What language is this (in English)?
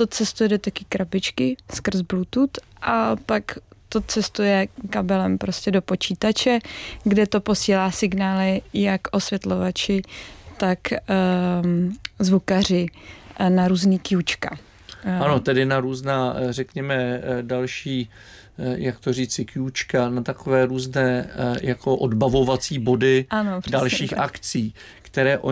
Czech